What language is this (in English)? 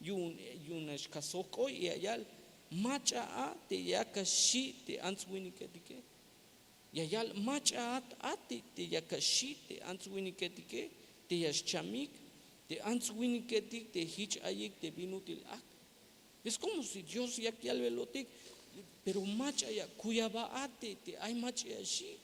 Tzeltal